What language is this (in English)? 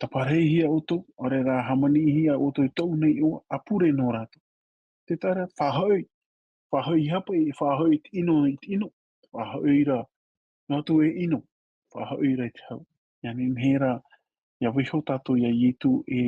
Tahitian